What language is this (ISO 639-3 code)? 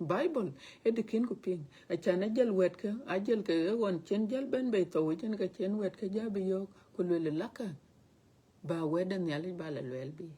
din